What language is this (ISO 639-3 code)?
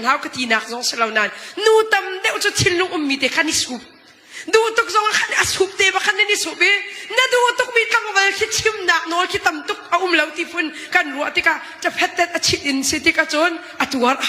cnh